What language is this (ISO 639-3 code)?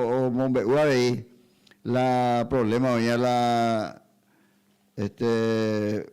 grn